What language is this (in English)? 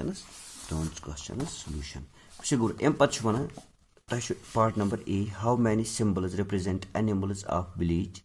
Kashmiri